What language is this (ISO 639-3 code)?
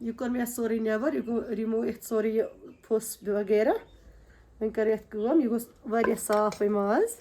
kas